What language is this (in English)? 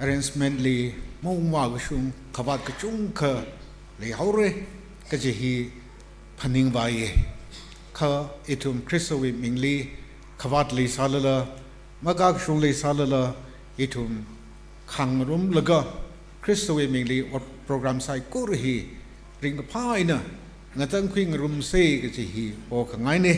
Tangkhul Naga (India)